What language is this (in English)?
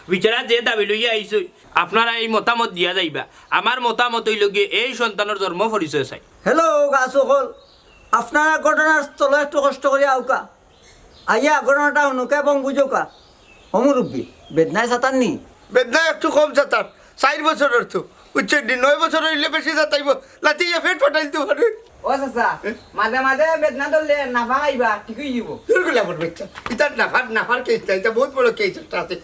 Sylheti